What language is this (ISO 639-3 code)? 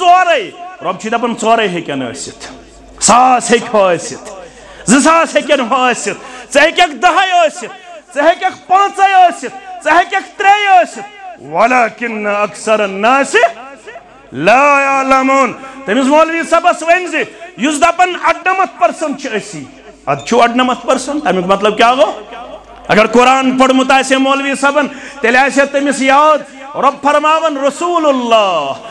kas